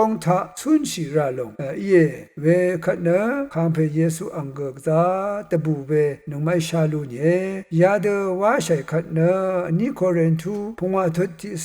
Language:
Rawang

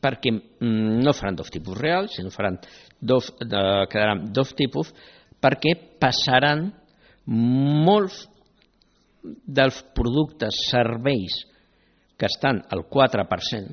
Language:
Catalan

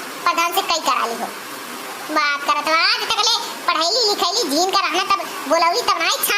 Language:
Awadhi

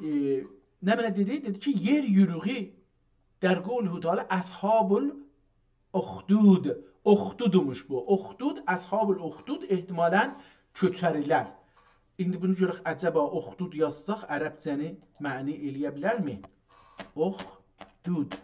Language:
South Azerbaijani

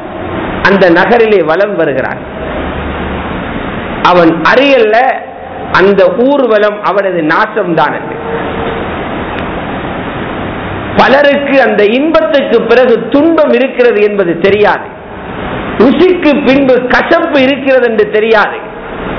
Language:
Tamil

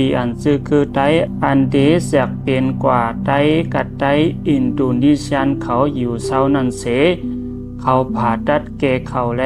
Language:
Shan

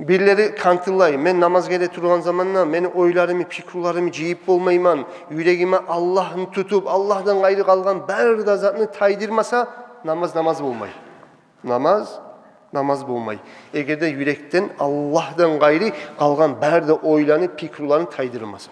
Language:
Kumyk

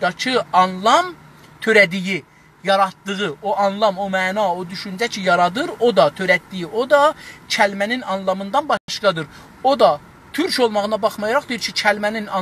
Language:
South Azerbaijani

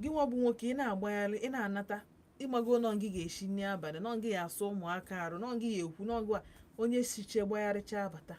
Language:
Igbo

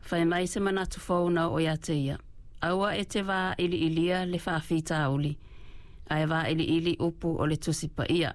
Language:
Samoan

